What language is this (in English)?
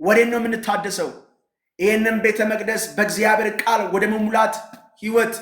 Amharic